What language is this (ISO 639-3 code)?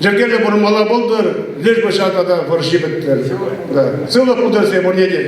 chv